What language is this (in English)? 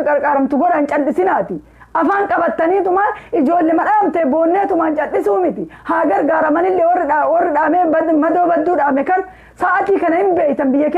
Oromo